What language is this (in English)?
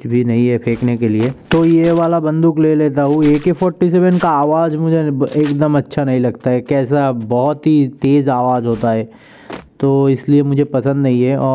Hindi